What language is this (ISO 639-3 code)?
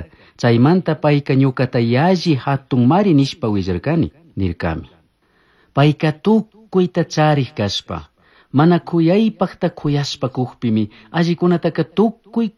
qug